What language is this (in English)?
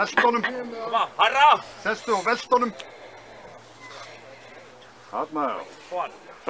Icelandic